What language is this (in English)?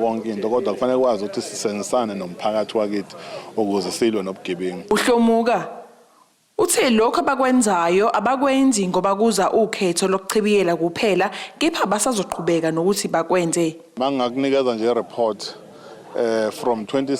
Zulu